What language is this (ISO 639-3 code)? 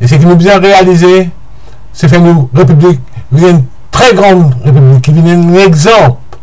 mfe